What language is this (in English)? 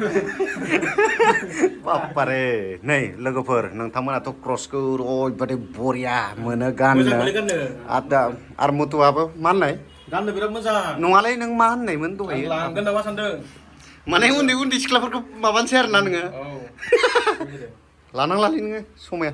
Bodo